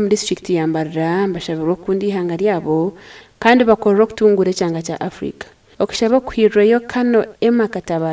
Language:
Nyankole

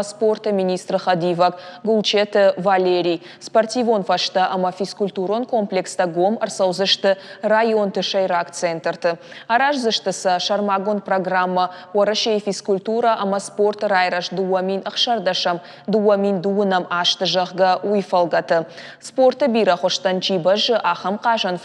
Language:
Ossetic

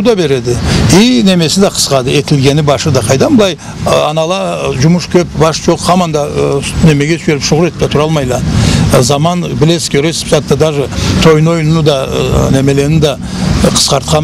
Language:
Karachay-Balkar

